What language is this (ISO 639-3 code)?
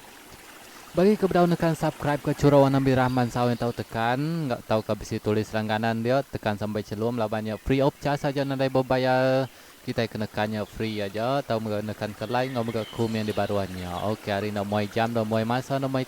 iba